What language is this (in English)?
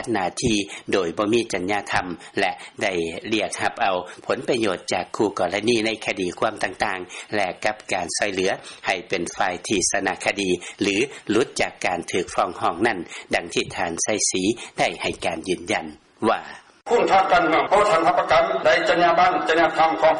Lao